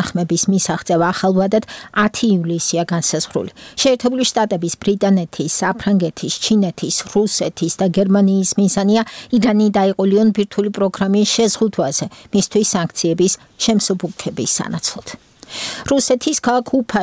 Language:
Georgian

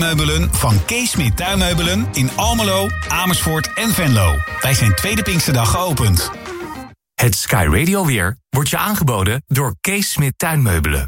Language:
Dutch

